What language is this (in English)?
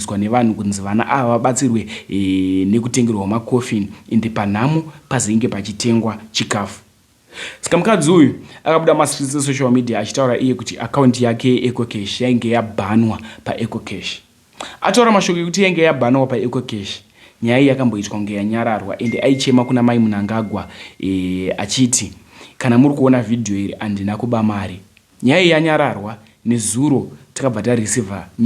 Shona